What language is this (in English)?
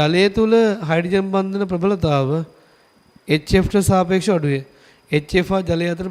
Sinhala